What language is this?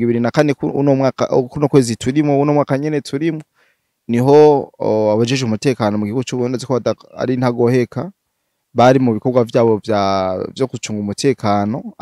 Rundi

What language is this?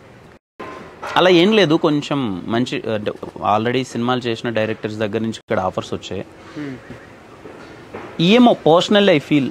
Telugu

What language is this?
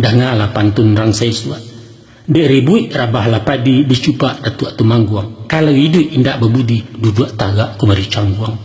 Minangkabau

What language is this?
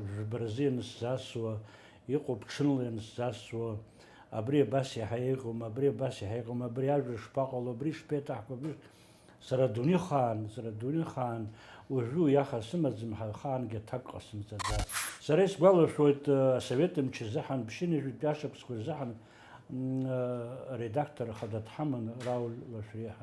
Abkhazian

